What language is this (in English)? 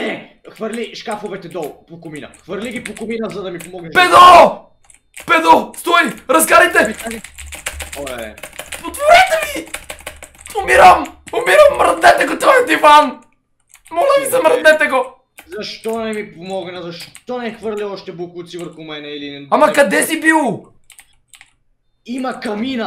Bulgarian